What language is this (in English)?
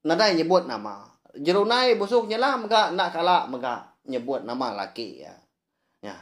Iban